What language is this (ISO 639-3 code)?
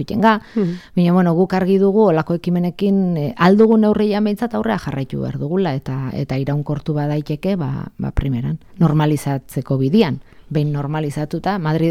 eus